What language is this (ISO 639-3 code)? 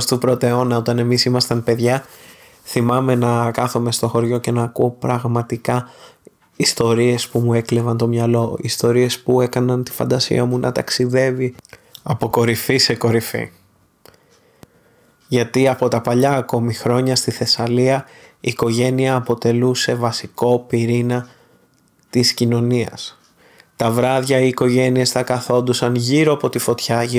ell